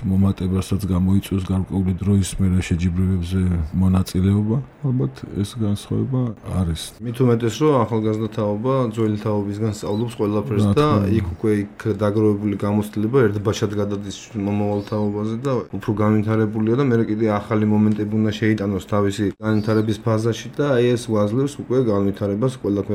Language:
Georgian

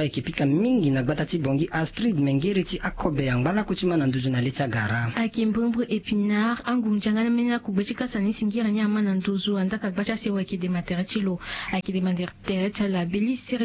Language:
Sango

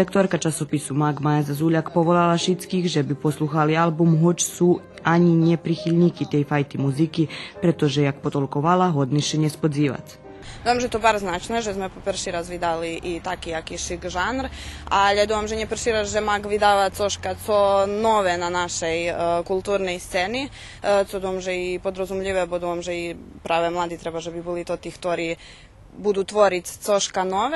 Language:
Rusyn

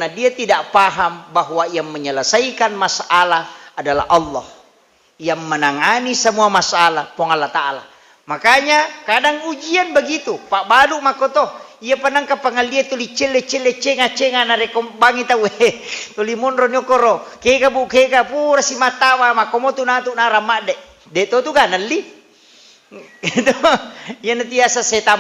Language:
Buginese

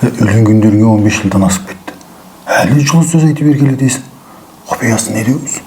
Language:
Kazakh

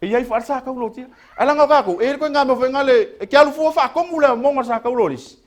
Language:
Samoan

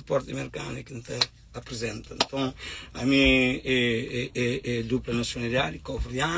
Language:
Kabuverdianu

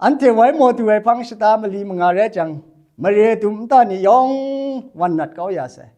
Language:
Kachin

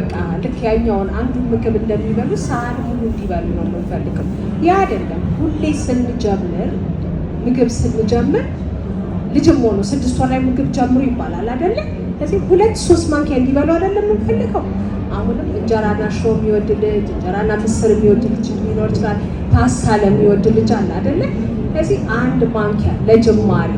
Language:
Amharic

